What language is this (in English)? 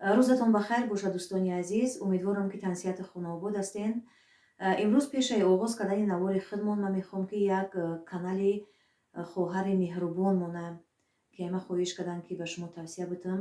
Tajik